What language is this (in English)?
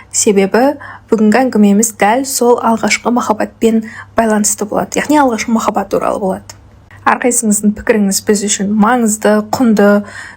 Kazakh